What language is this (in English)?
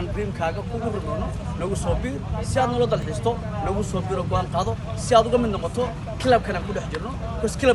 Somali